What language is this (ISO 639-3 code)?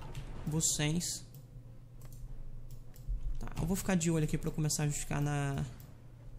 por